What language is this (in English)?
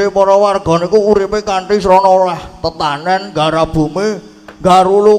Javanese